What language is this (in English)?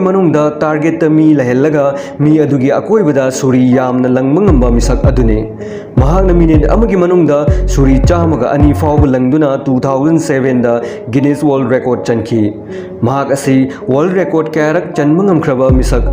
Manipuri